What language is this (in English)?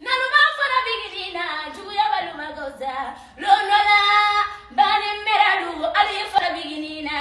Bambara